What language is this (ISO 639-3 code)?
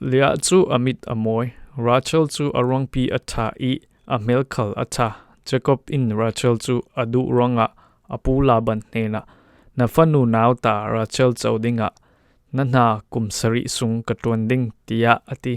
cfm